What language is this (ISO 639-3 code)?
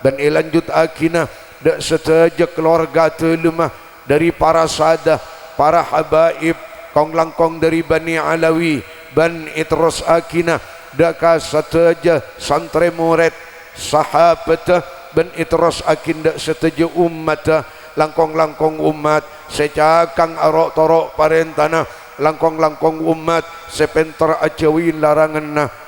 mad